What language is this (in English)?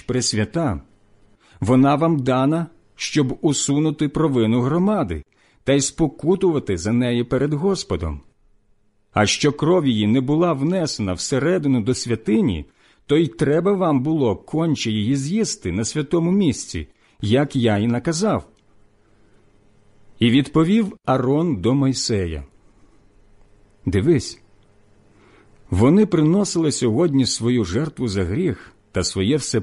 Ukrainian